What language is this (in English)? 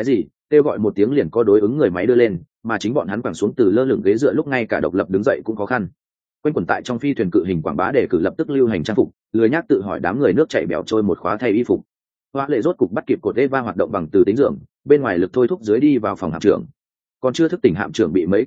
Vietnamese